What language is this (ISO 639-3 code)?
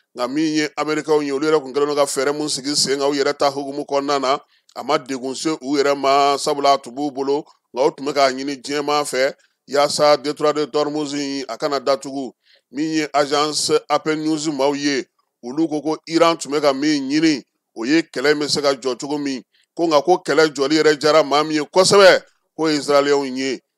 bam